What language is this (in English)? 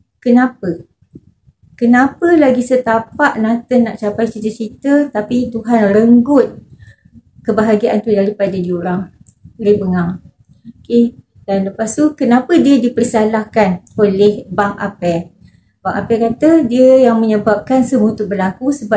Malay